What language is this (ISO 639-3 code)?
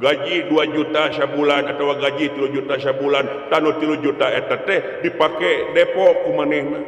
sun